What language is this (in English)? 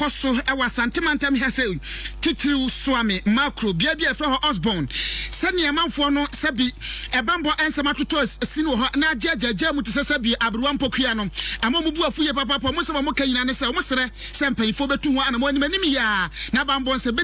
Akan